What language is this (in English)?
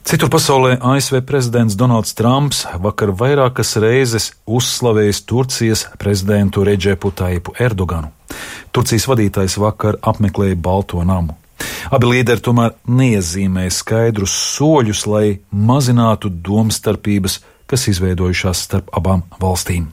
Latvian